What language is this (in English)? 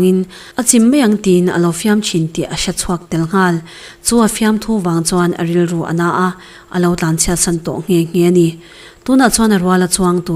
Mizo